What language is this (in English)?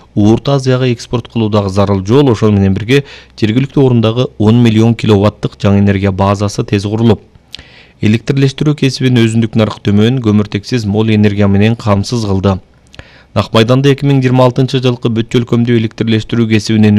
Kyrgyz